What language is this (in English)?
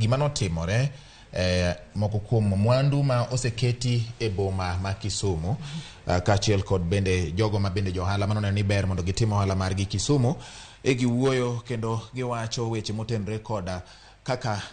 Luo (Kenya and Tanzania)